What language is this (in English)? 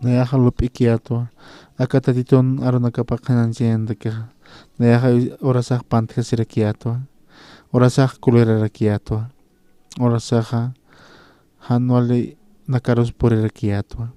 Aymara